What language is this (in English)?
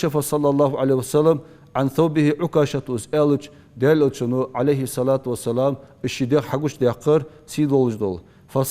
Ingush